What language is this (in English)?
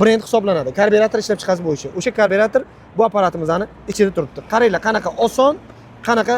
Uzbek